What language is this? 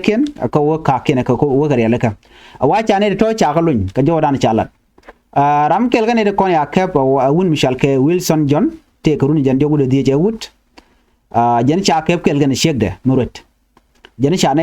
Nuer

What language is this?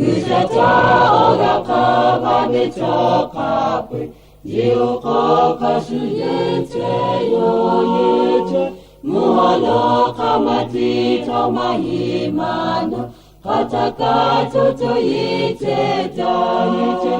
Lahu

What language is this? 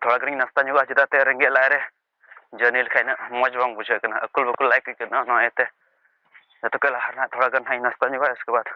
Santali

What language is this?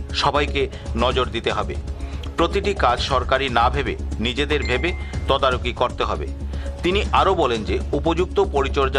Bangla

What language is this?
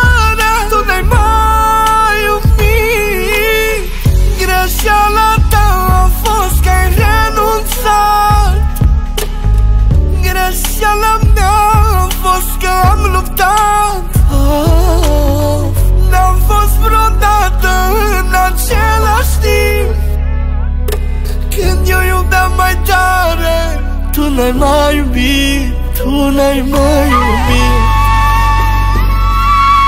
Romanian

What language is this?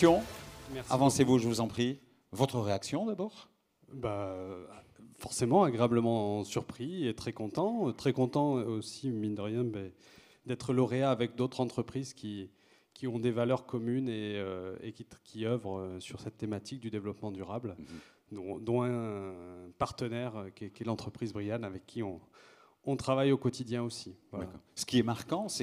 French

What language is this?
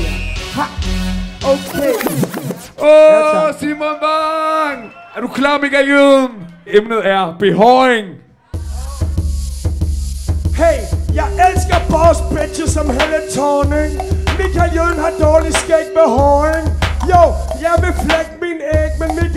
Danish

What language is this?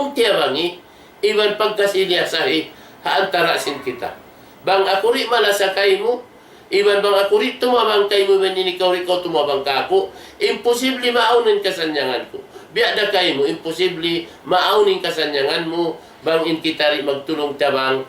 Tausug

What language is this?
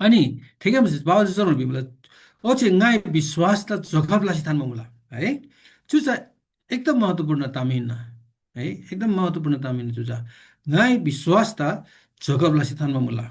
Eastern Tamang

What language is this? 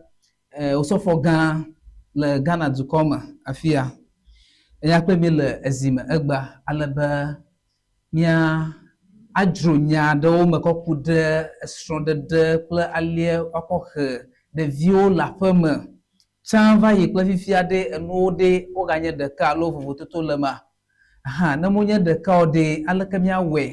Ewe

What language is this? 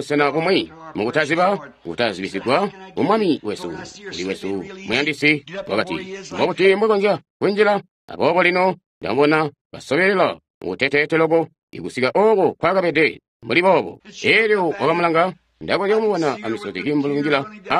Tonga (Zambia)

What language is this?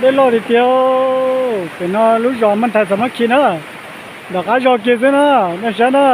Hmong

